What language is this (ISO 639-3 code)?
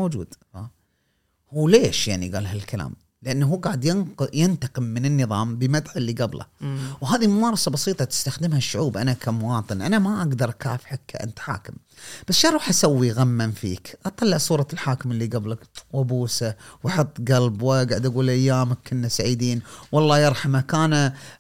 afb